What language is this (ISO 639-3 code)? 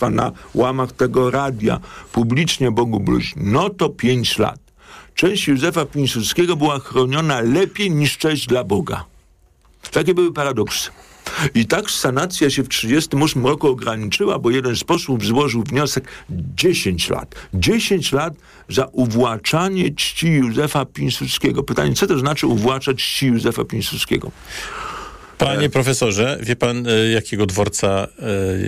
pol